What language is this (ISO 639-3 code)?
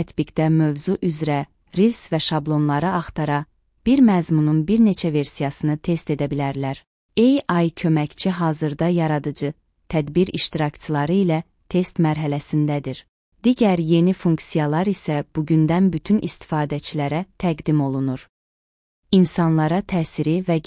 aze